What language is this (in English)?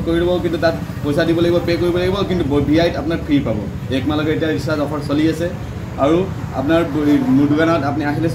Assamese